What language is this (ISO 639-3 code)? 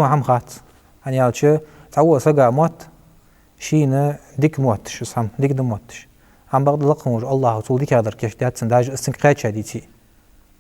inh